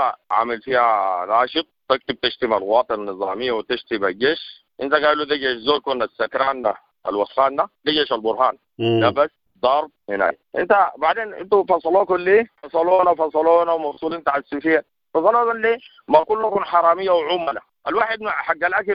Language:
Sudanese Arabic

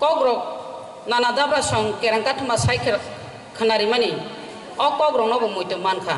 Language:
Kok Borok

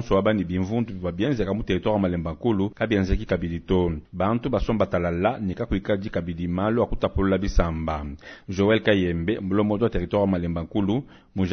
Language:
Luba-Lulua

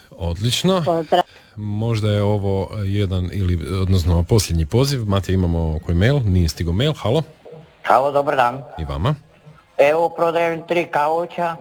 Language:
Croatian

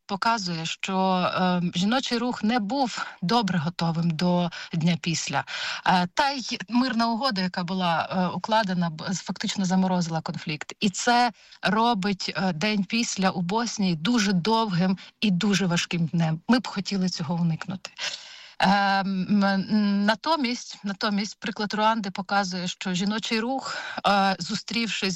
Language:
Ukrainian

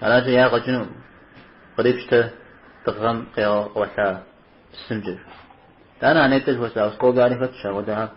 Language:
Kabardian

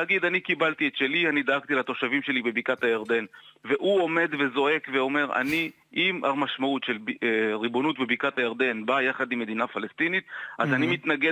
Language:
Hebrew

